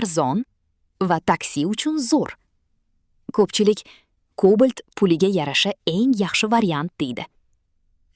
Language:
Uzbek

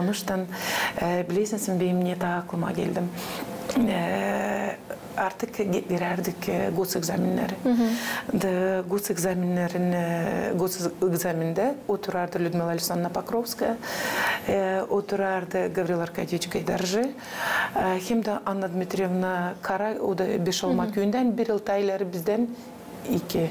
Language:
Gagauz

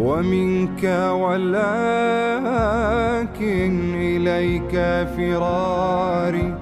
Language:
Gulf Arabic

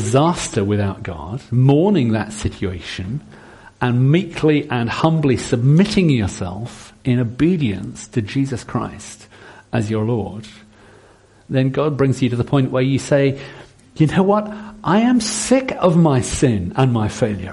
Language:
English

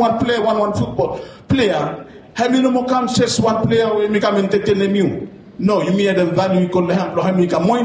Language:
Bislama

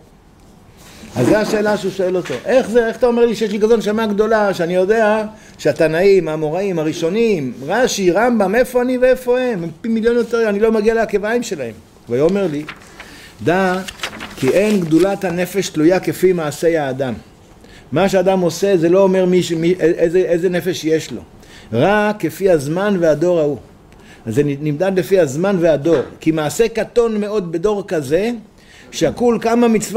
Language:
Hebrew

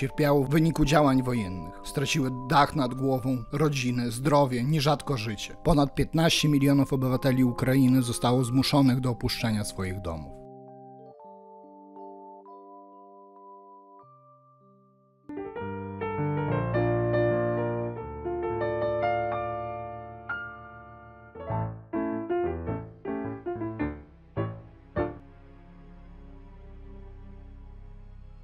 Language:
Polish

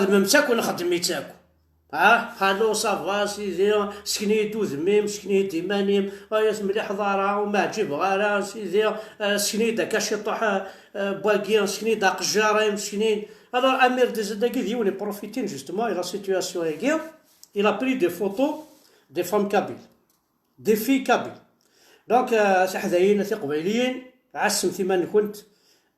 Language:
Kabyle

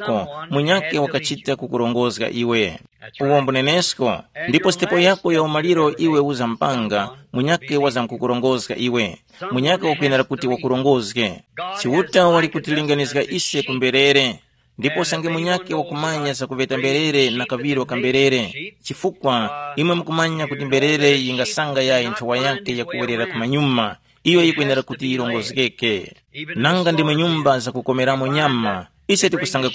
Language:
Tumbuka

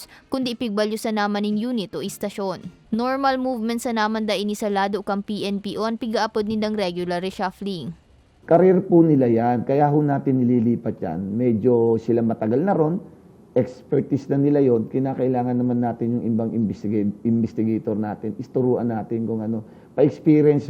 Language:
Bikol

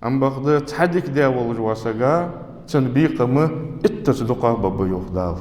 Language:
Ingush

